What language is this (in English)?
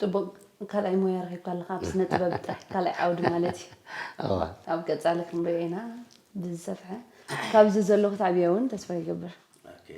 Tigrinya